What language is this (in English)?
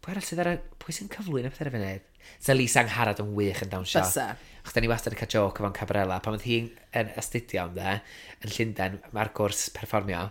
Welsh